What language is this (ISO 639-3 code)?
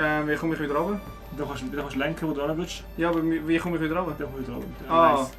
gsw